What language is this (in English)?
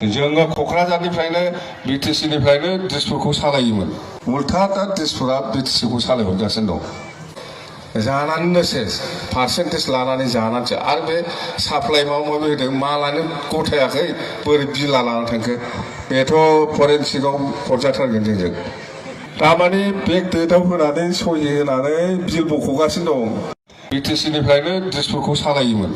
Bodo